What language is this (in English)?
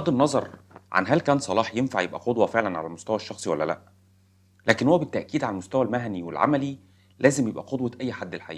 Egyptian Arabic